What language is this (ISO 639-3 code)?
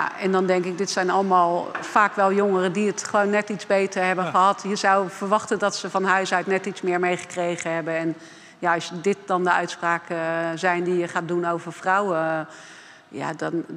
nld